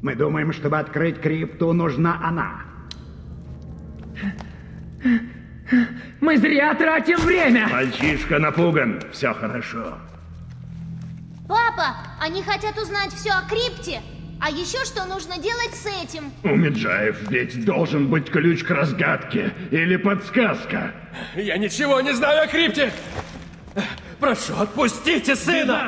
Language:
Russian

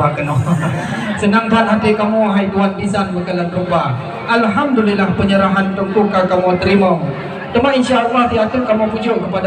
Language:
Achinese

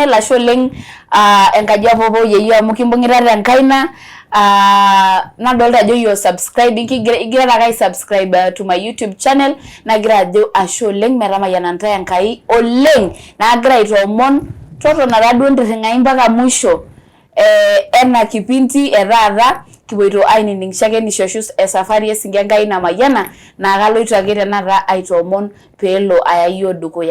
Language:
Masai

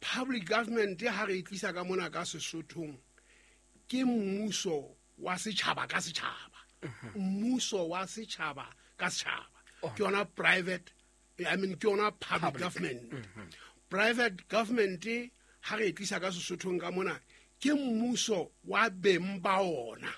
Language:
Southern Sotho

